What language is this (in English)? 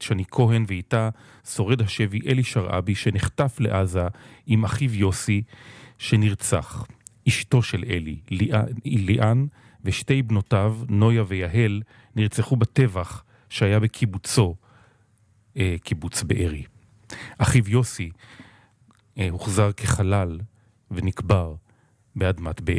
Hebrew